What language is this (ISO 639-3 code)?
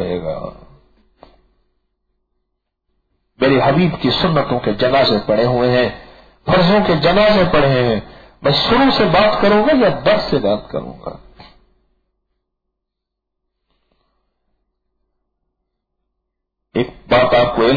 urd